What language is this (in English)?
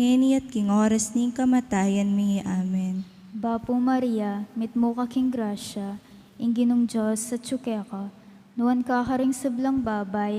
Pampanga